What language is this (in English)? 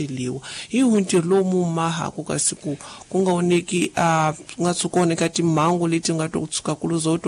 Tsonga